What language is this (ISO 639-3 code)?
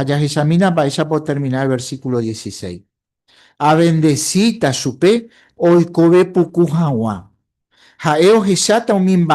grn